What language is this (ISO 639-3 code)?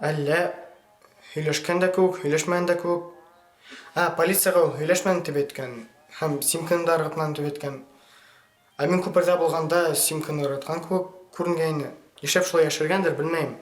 bak